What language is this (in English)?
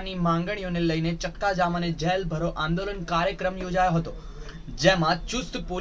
Gujarati